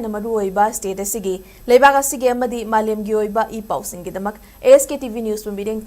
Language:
Manipuri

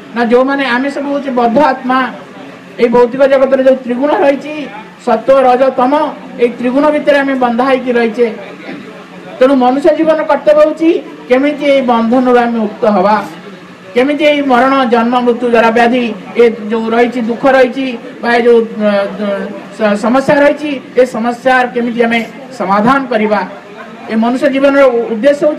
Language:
Odia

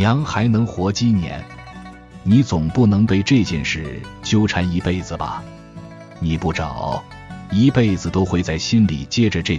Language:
Chinese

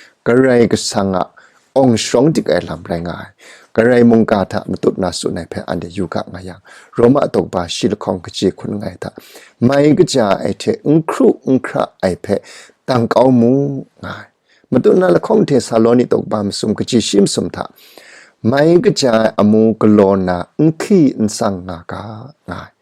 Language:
Kachin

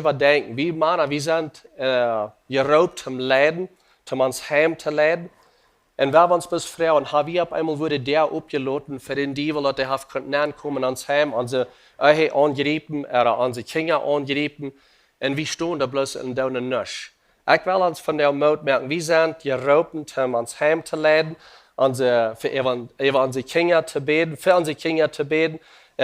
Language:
Plautdietsch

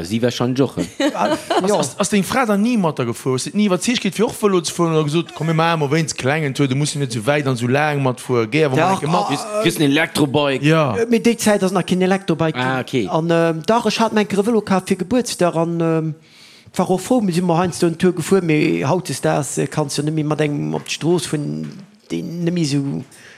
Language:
Luxembourgish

